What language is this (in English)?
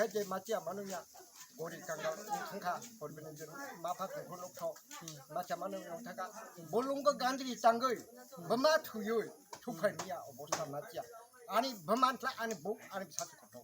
Kok Borok